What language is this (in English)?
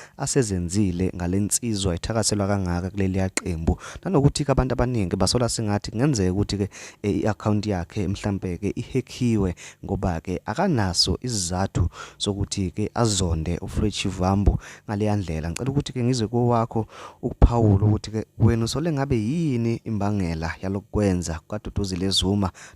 Zulu